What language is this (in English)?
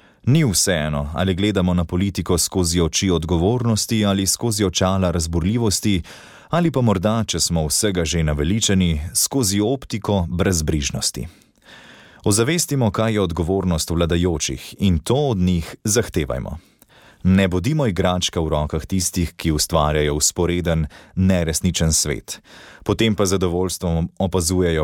Slovenian